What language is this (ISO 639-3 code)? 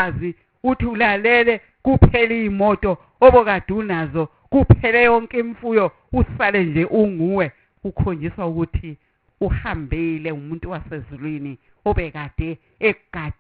zul